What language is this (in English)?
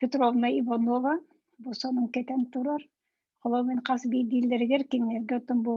Yakut